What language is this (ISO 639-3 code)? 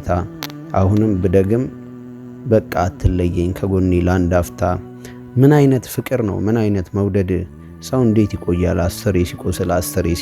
amh